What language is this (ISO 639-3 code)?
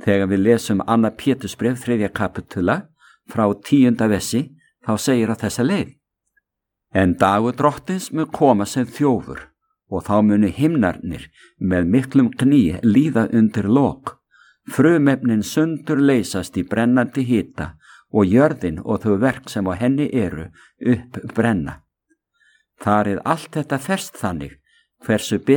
isl